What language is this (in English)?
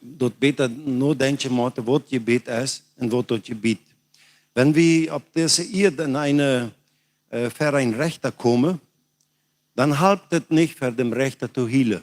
Plautdietsch